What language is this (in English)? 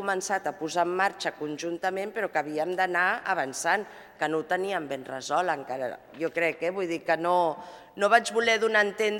Catalan